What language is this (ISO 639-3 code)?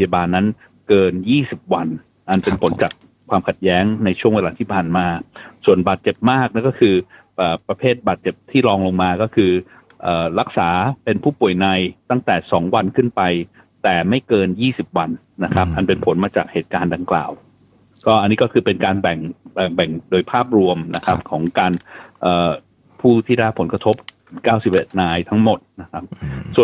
tha